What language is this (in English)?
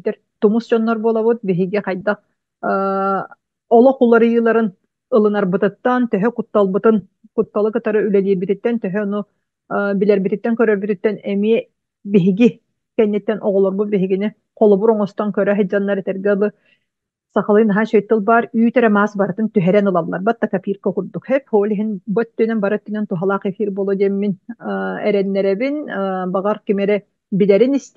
Yakut